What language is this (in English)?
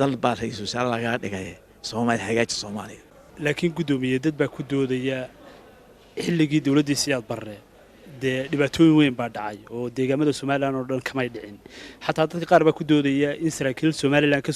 Somali